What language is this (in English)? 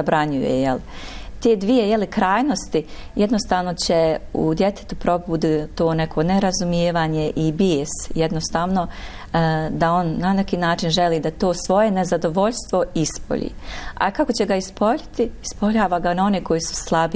Bosnian